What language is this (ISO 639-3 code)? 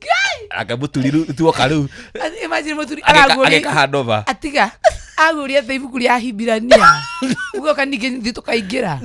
kik